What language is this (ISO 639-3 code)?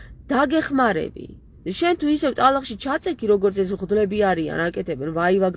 kat